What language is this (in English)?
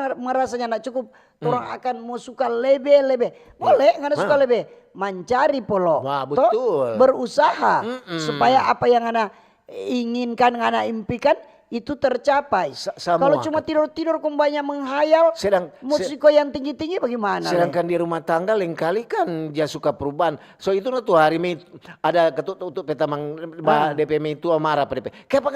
Manado Malay